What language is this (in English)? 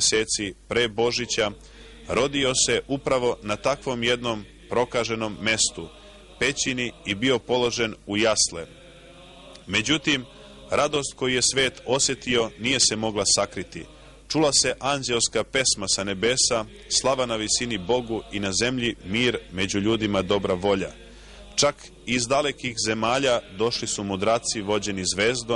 Serbian